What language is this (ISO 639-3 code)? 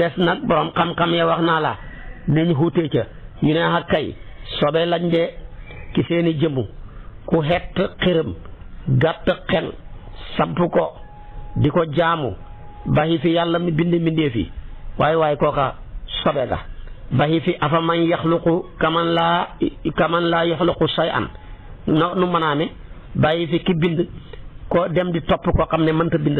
wol